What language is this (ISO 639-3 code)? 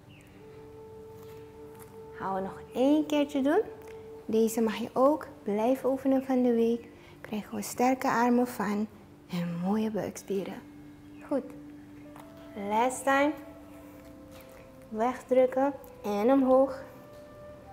nld